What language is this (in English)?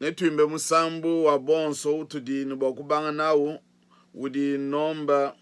Luba-Lulua